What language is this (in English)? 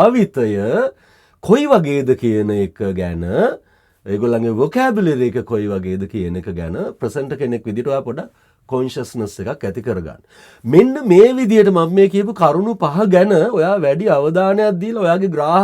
Sinhala